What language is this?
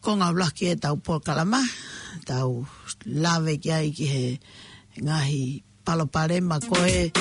Tongan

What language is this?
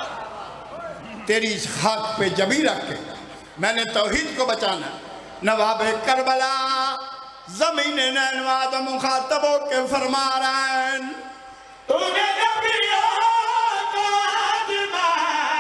Urdu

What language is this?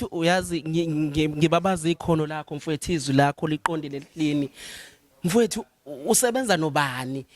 Zulu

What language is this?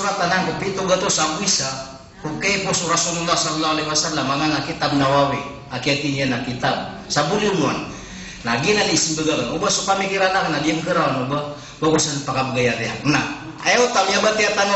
Maranao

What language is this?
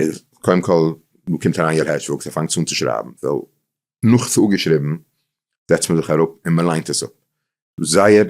Yiddish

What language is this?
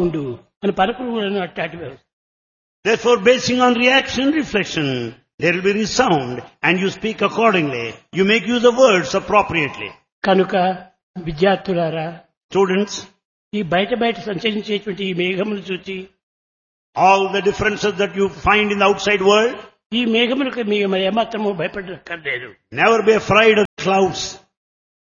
Telugu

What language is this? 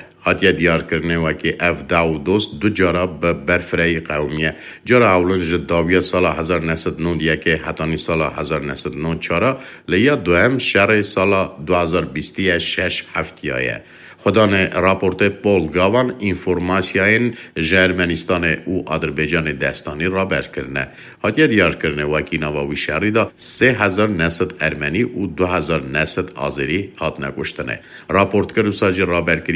Kurdish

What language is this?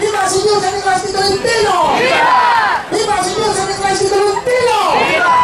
Bantoanon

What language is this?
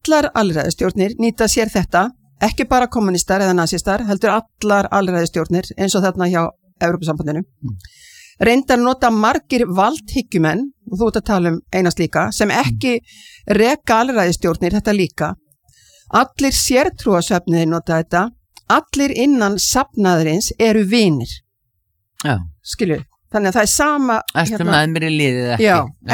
Icelandic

